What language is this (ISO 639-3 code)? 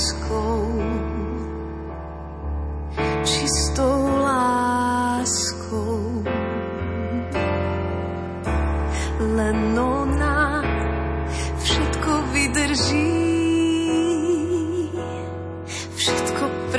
slk